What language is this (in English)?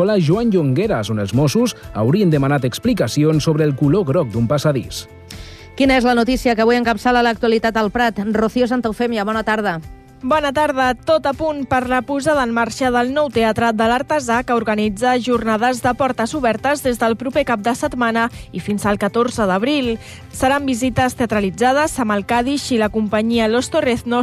Catalan